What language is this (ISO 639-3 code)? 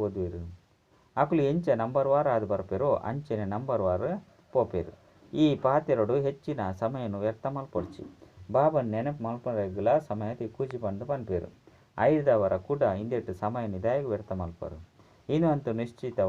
tcy